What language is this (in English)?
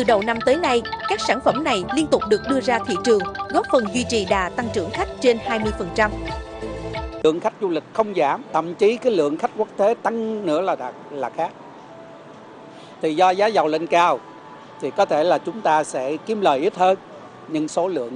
Vietnamese